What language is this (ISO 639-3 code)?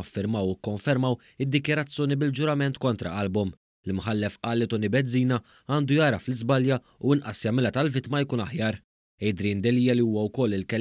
mlt